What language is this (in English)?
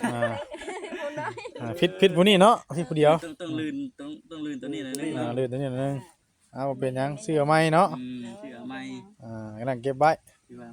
Northeastern Thai